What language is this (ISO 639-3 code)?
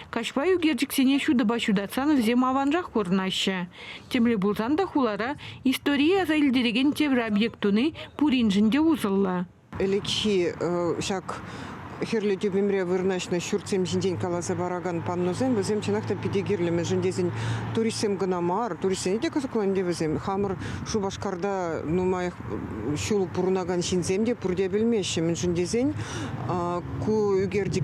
chv